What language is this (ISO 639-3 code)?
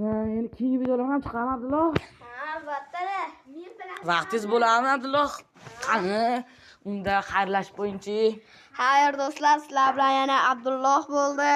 uzb